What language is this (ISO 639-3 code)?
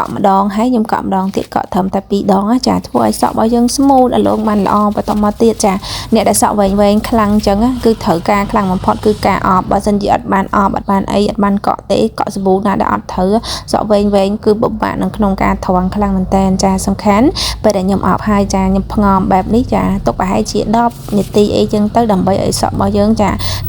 khm